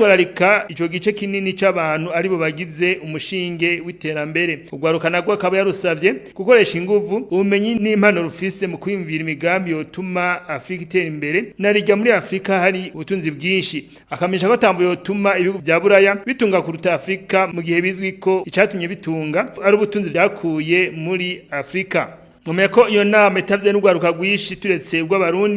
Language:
Rundi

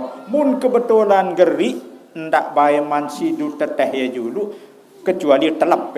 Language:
Sasak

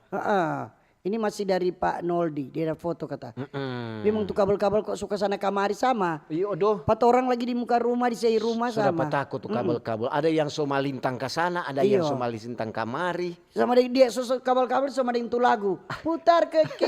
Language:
Manado Malay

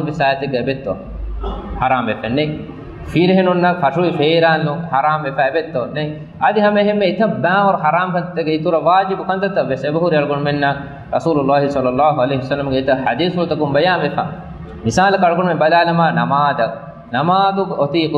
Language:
Divehi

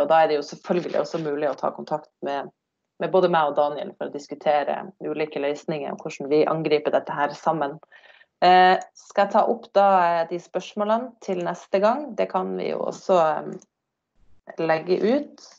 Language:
Norwegian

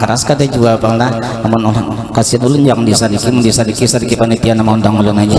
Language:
Banjar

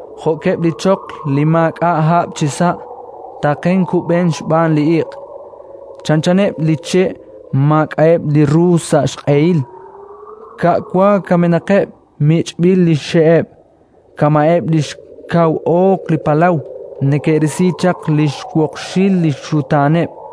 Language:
Kekchí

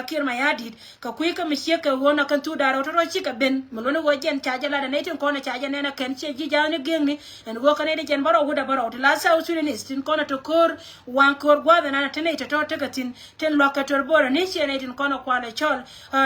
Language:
Nuer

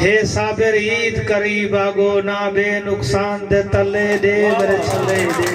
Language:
Saraiki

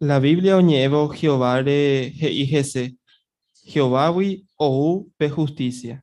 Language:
Guarani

